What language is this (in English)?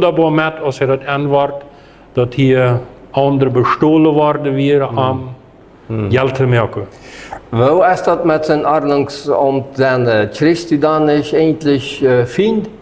Plautdietsch